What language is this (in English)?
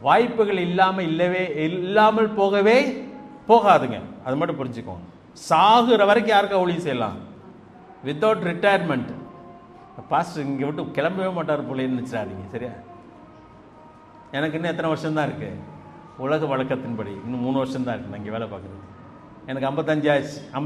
Tamil